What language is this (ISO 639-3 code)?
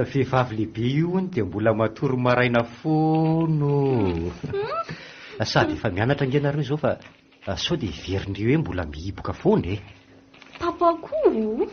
mlg